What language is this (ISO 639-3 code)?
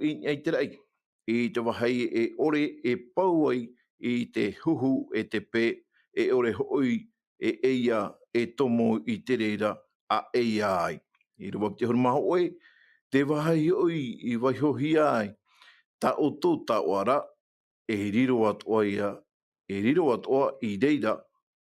tah